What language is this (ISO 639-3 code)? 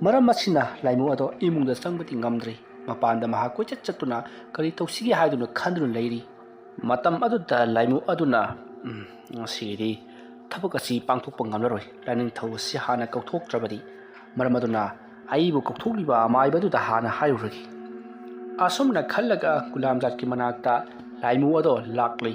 mni